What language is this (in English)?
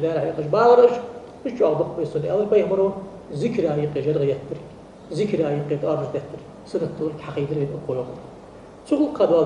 Ingush